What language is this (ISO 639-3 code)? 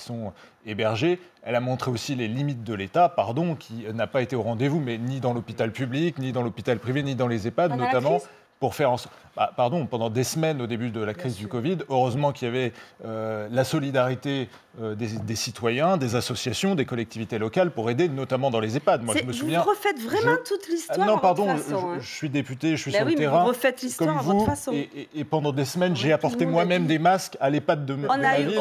fra